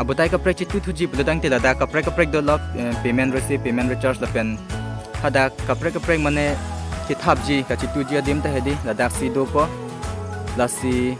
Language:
Karbi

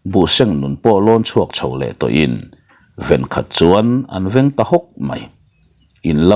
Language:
Mizo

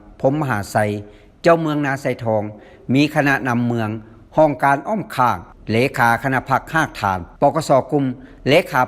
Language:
Lao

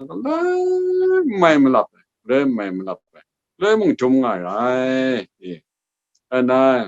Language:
Kachin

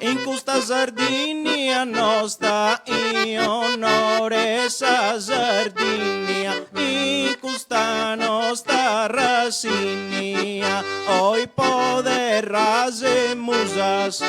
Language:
Sardinian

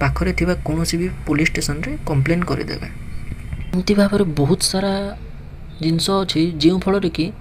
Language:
Odia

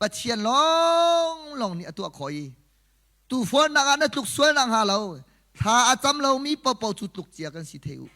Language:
Hakha Chin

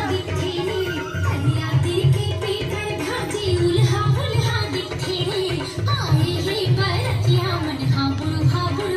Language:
Chhattisgarhi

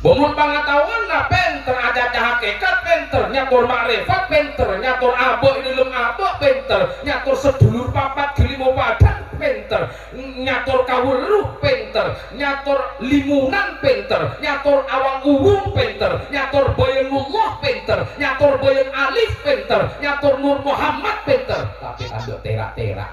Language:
Madurese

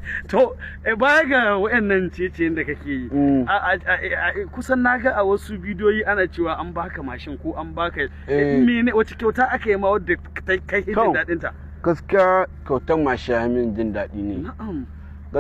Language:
Hausa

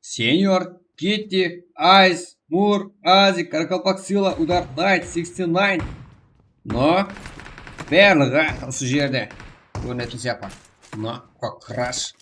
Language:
Kara-Kalpak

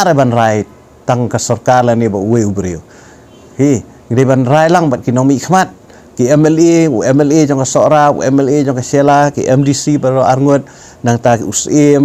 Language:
Khasi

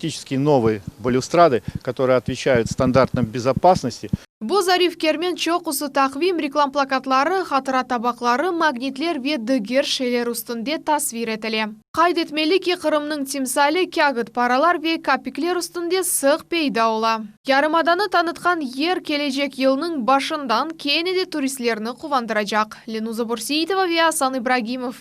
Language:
Crimean Tatar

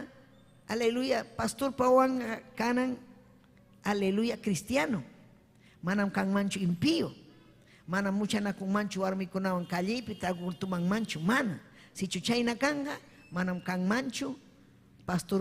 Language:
Ayacucho Quechua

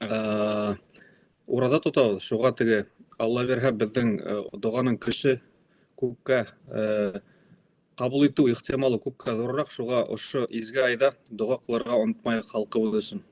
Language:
Bashkir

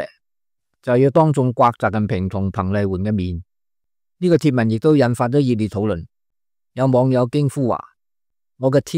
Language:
Cantonese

